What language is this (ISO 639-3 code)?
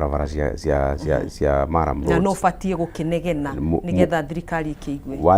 kik